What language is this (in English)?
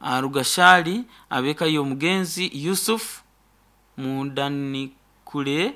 Nyoro